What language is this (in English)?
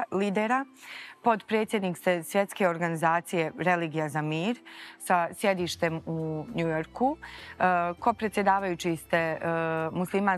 Bosnian